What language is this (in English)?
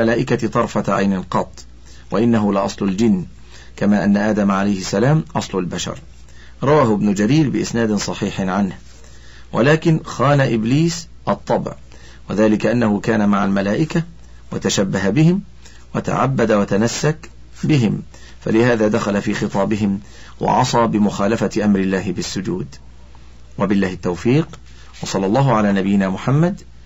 Arabic